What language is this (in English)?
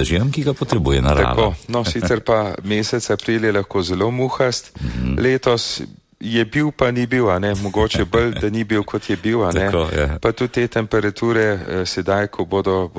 Slovenian